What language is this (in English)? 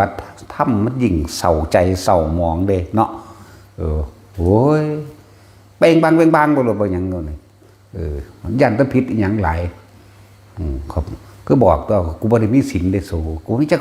Northeastern Thai